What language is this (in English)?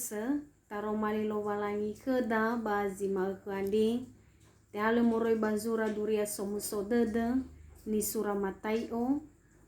Nias